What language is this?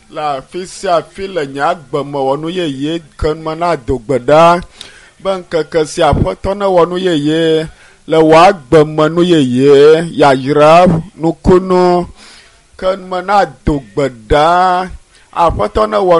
Ewe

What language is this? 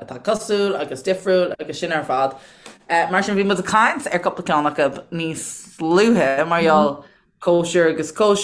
Irish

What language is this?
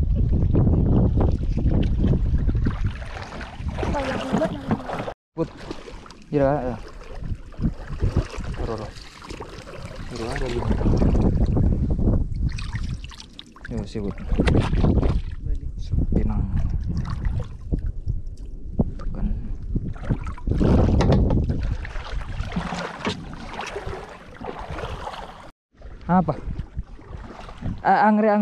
Indonesian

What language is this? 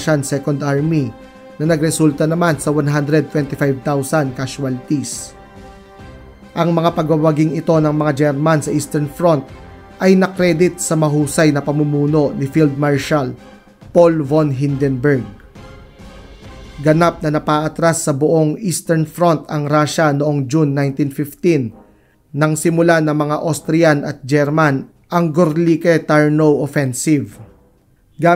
Filipino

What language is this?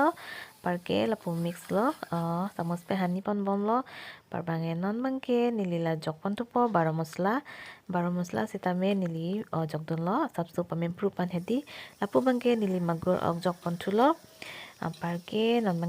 Karbi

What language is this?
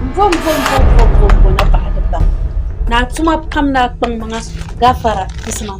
Dagbani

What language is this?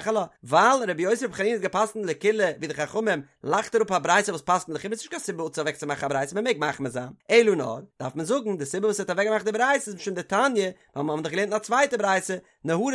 Yiddish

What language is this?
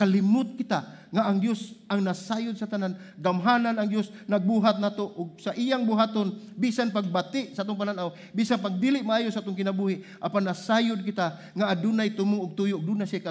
Cebuano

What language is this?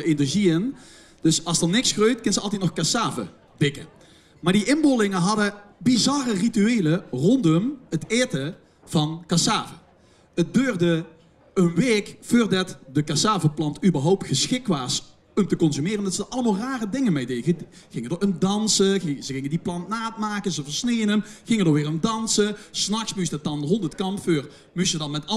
Limburgish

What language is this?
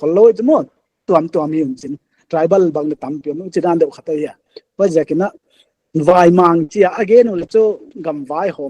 Paite Chin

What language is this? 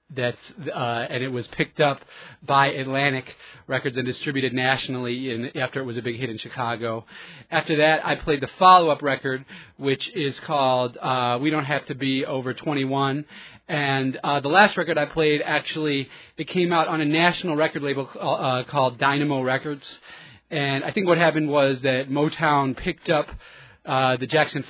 English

